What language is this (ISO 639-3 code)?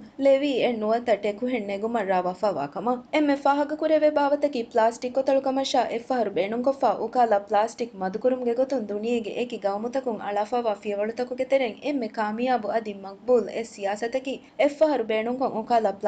div